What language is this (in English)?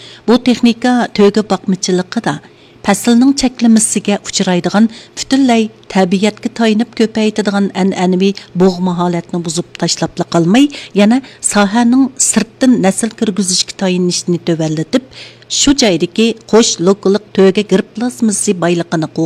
Uyghur